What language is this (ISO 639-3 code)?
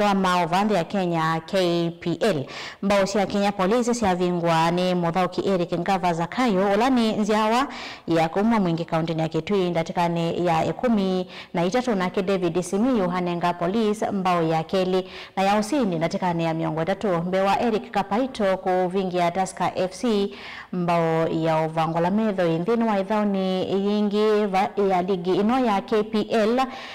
kam